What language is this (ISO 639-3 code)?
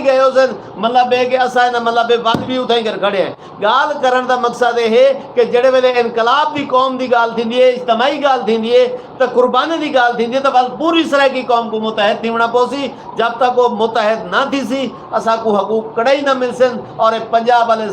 skr